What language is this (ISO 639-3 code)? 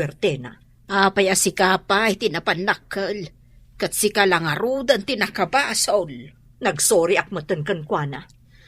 ilo